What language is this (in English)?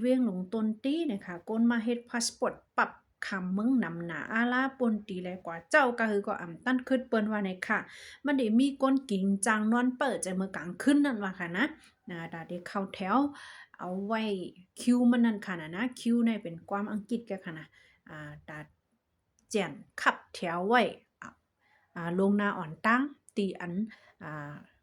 Shan